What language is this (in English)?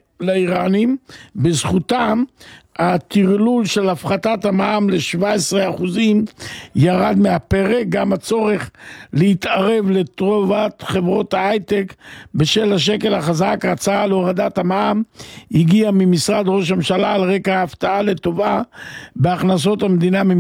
Hebrew